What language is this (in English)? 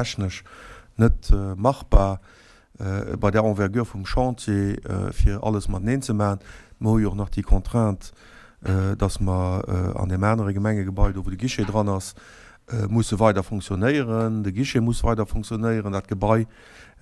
Luxembourgish